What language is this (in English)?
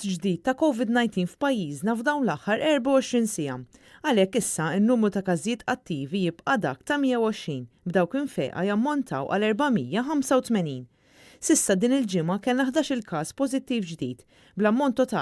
Maltese